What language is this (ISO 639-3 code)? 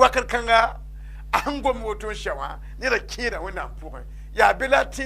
mos